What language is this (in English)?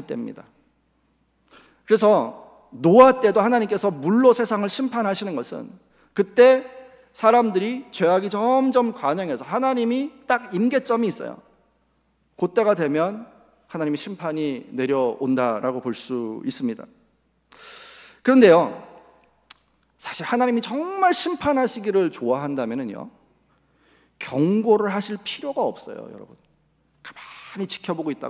Korean